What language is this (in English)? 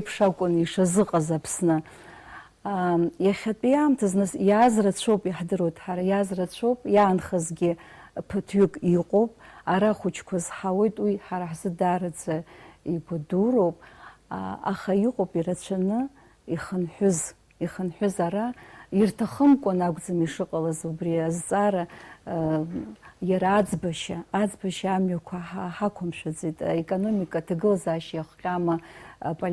Abkhazian